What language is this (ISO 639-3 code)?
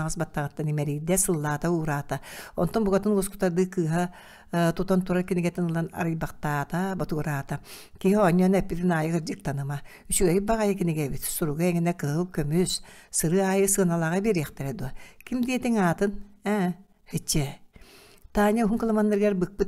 sah